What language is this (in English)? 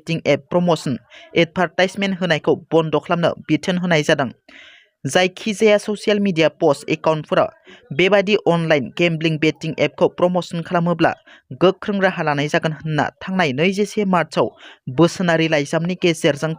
Bodo